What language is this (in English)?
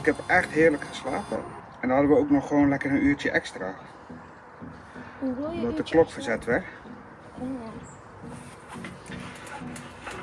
Dutch